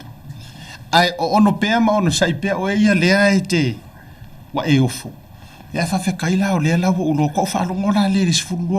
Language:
Samoan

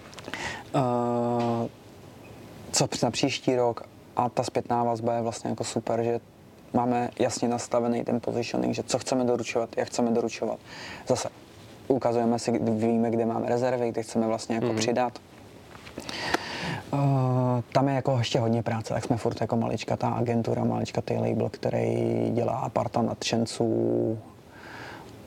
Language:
Czech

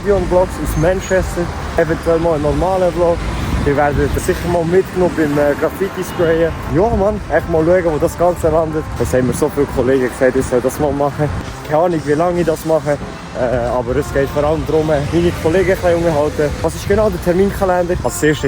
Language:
Swiss German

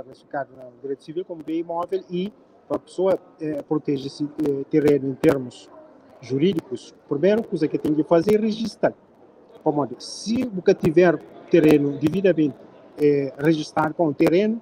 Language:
Kabuverdianu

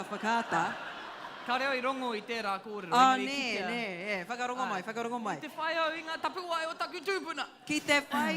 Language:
Māori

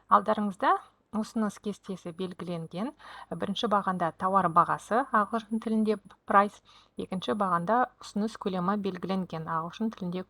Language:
Kazakh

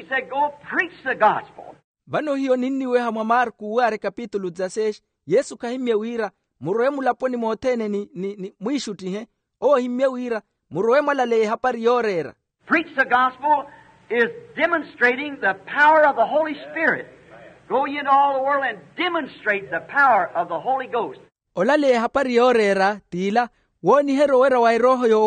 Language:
Makhuwa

